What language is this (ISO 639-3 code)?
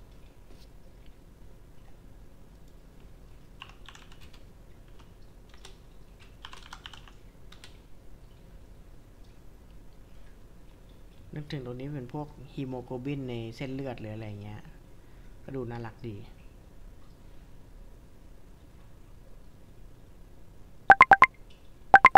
tha